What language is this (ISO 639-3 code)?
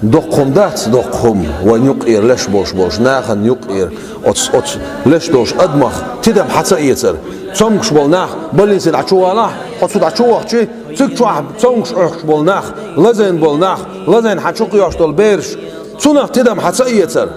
che